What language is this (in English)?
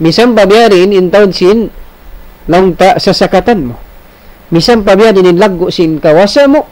Tausug